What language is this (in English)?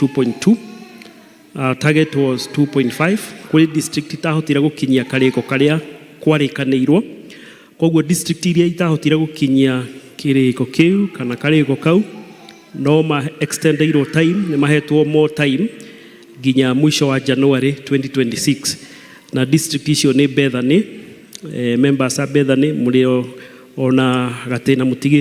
Kikuyu